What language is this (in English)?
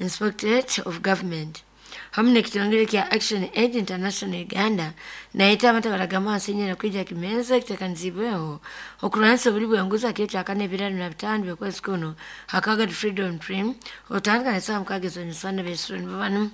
Nyoro